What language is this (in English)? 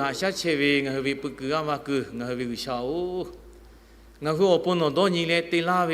Lahu